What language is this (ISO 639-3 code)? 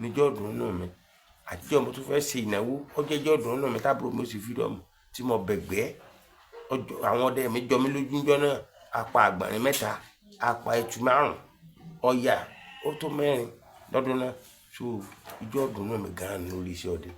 yor